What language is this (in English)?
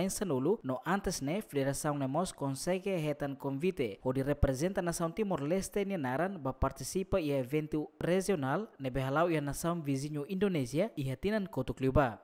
Tetum